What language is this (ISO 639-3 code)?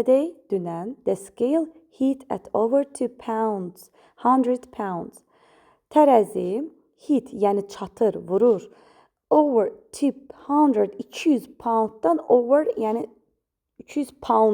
aze